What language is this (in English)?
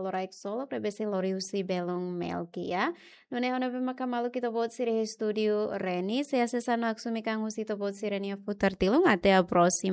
Tetum